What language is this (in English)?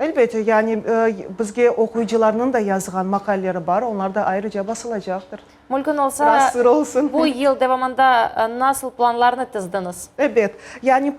Crimean Tatar